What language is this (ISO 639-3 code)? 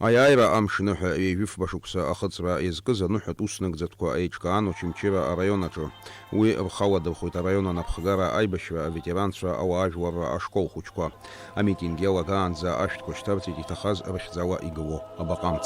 abk